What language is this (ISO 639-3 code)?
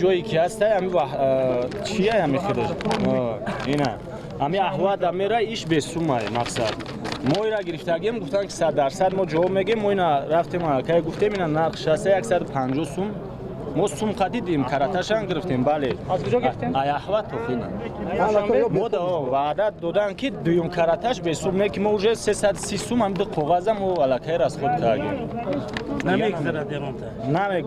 tgk